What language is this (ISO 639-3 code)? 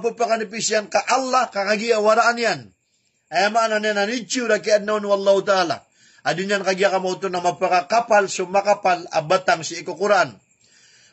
mrw